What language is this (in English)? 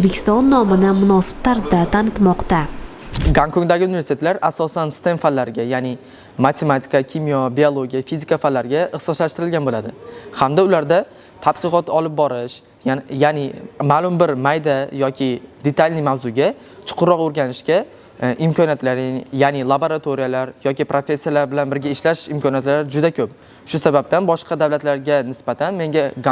Uzbek